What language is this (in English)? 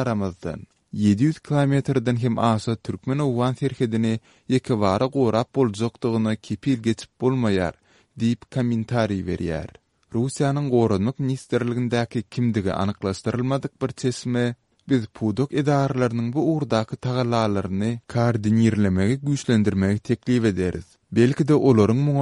Turkmen